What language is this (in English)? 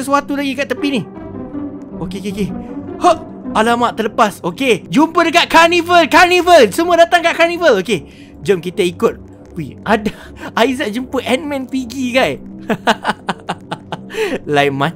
Malay